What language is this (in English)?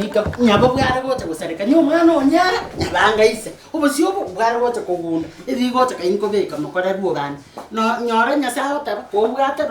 Gusii